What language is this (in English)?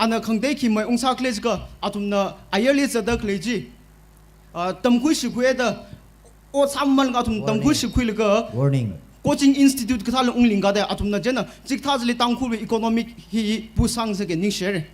Tangkhul Naga (India)